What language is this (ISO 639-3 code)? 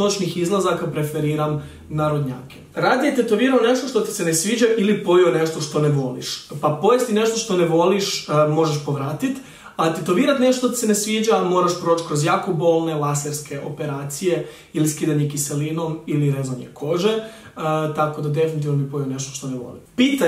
hrv